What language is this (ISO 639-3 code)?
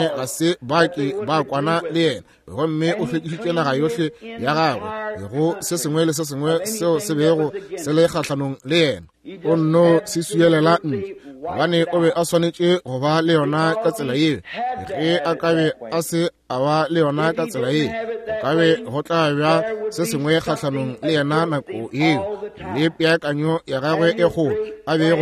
nso